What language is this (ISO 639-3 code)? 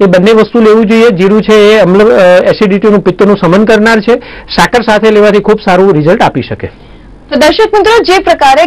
guj